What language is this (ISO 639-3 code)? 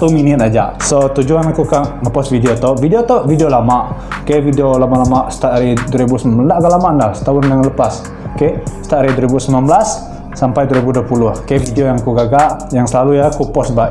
iba